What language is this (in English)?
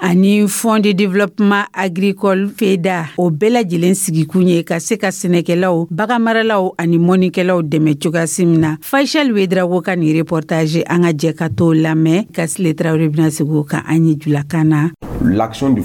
Dyula